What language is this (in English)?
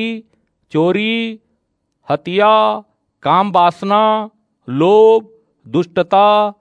Chhattisgarhi